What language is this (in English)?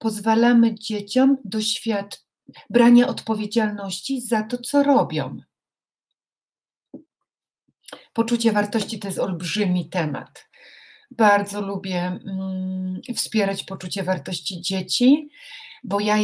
Polish